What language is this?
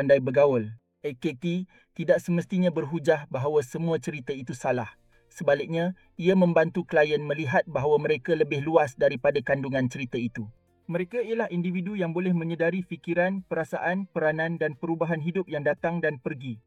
Malay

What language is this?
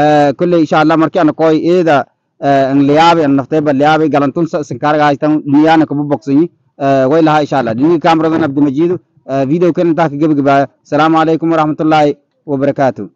Somali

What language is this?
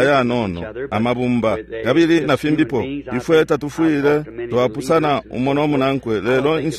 Bemba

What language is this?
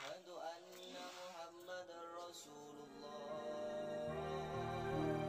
Madurese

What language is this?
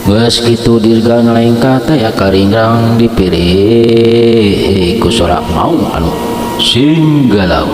Sundanese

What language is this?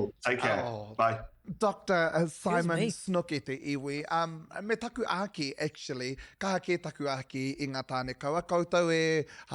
Māori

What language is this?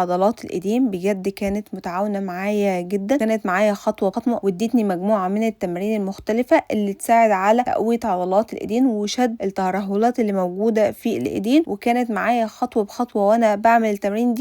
Egyptian Arabic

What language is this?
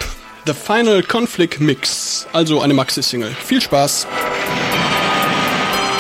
German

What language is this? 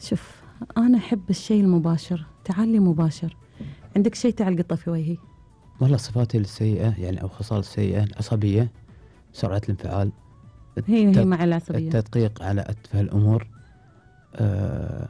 Gulf Arabic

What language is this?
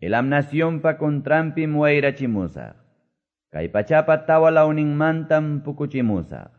Quechua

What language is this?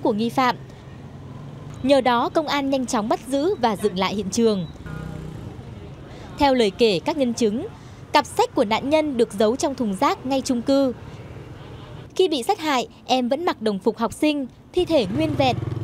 Vietnamese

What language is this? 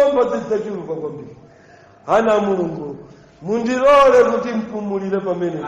Nyanja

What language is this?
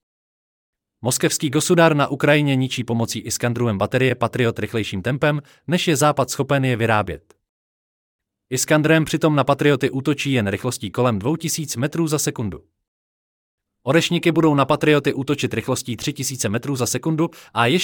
Czech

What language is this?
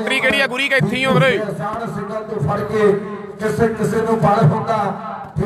Punjabi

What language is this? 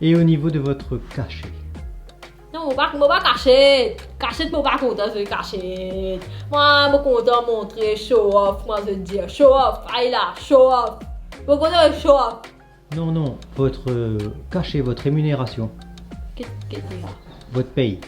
Morisyen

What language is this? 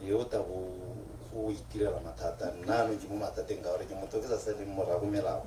Tswana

